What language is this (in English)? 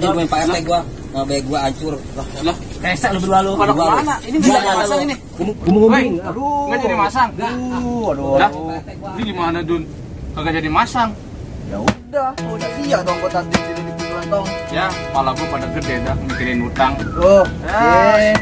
Betawi